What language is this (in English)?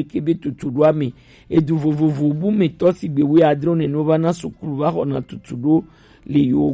Gen